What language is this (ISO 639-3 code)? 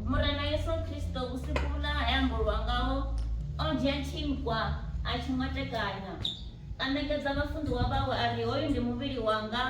ven